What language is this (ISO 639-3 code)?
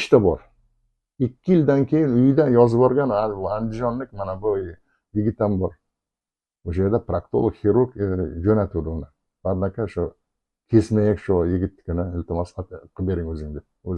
uzb